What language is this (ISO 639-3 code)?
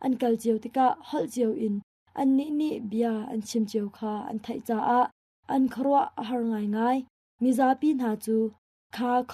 cnh